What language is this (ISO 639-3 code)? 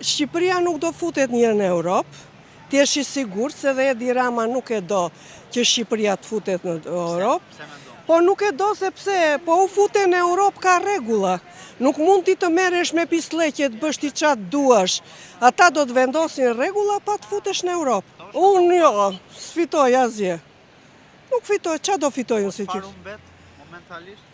sqi